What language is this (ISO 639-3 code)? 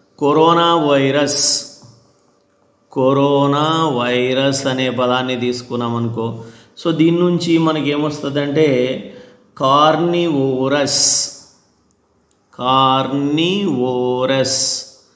tel